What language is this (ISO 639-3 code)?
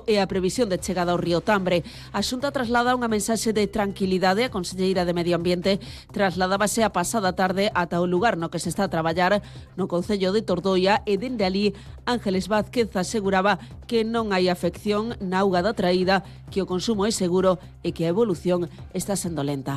glg